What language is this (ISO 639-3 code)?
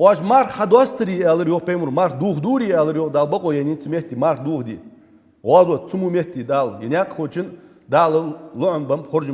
inh